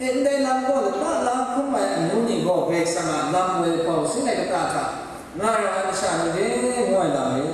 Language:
Kachin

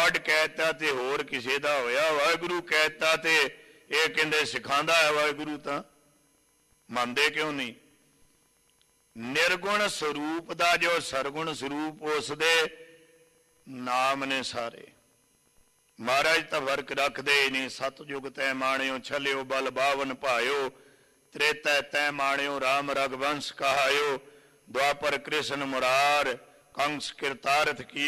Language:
Punjabi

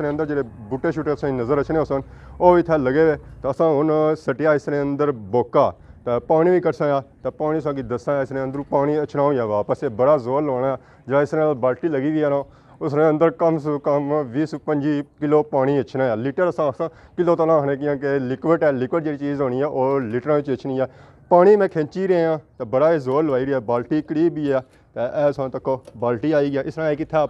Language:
Pahari-Potwari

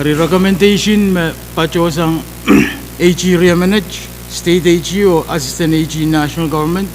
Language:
Pohnpeian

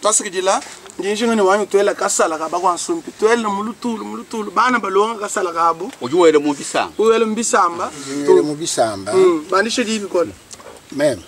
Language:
Luba-Lulua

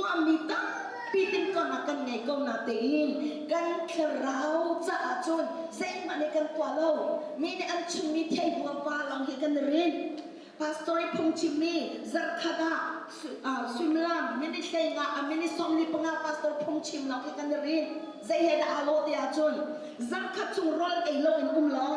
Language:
Hakha Chin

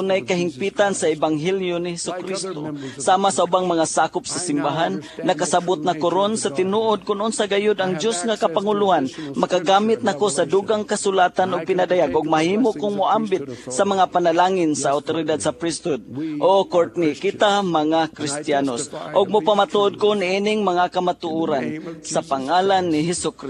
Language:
Cebuano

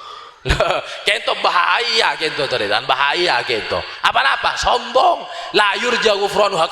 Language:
Madurese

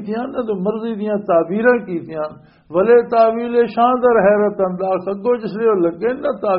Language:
Western Panjabi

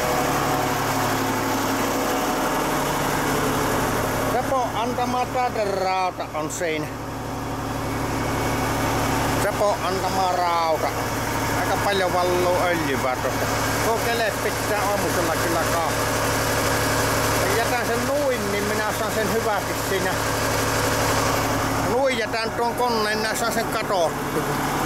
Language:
Finnish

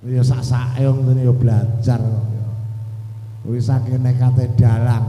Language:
Javanese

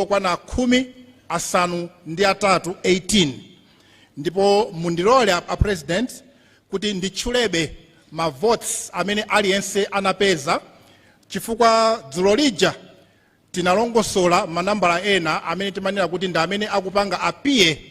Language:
Nyanja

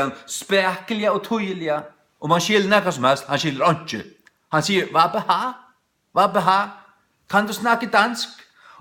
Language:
Faroese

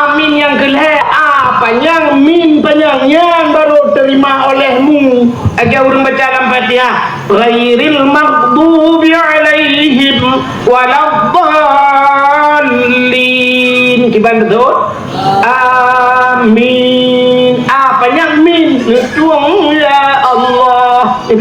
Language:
Achinese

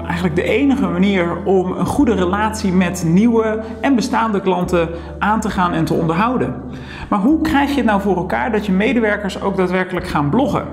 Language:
Dutch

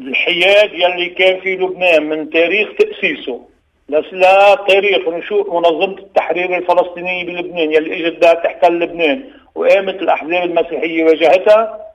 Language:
North Levantine Arabic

